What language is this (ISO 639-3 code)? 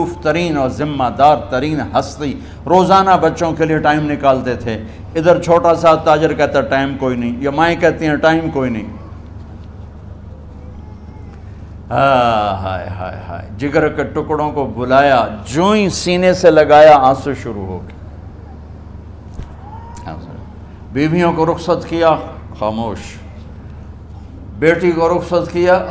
urd